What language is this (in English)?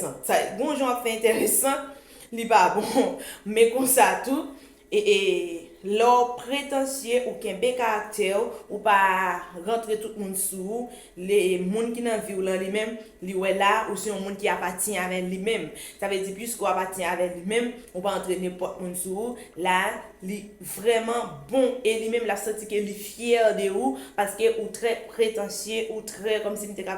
Haitian Creole